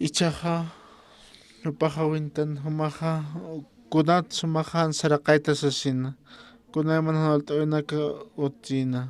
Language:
Aymara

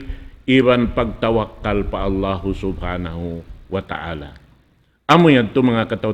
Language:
Tausug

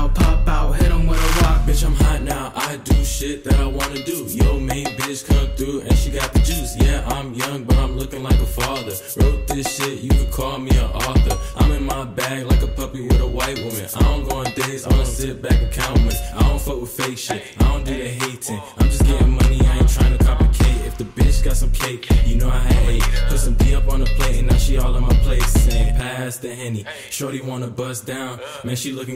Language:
Chinese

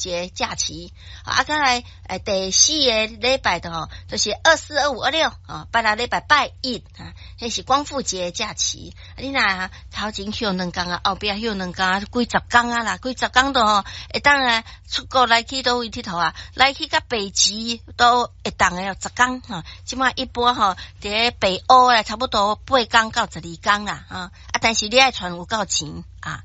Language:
Min Nan Chinese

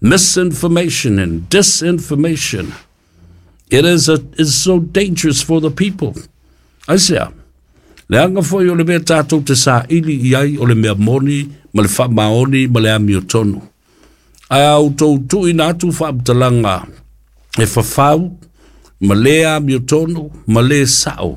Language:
Samoan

